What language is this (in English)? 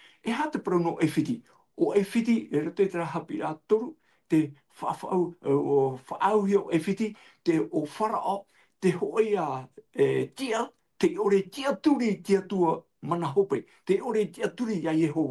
Tahitian